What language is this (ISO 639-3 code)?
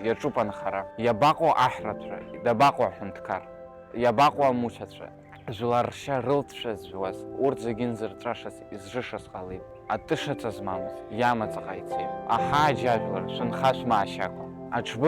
abk